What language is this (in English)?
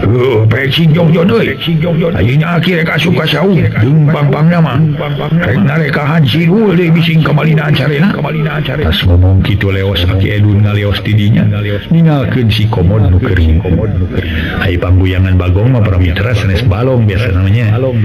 Sundanese